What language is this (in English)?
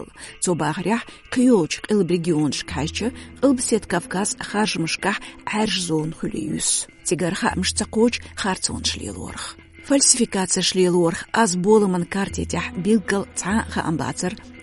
Chechen